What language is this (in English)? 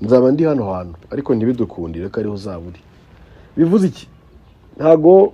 Kinyarwanda